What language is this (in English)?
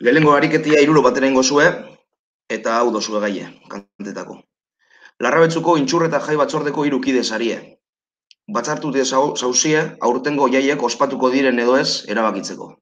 Basque